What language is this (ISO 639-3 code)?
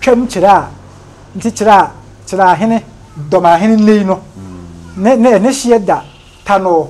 aka